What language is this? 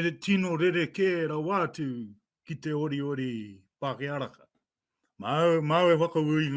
Māori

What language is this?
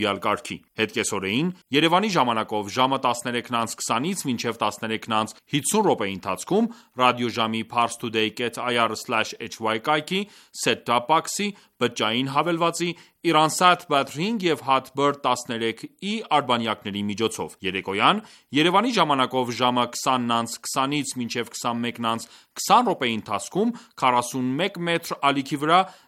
Armenian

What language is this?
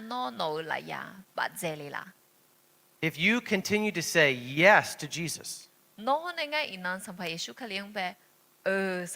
Akha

